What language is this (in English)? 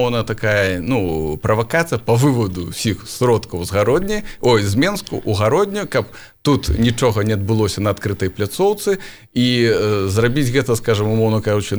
Belarusian